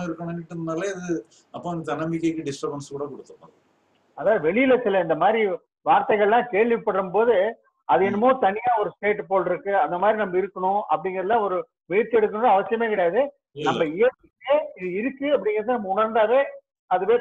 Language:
Tamil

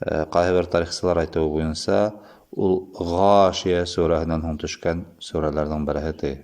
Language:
Bashkir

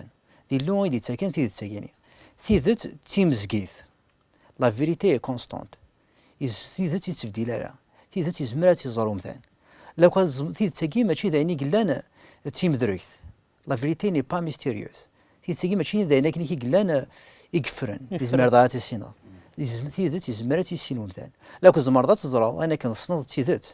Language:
Kabyle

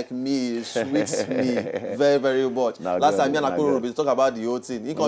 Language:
Nigerian Pidgin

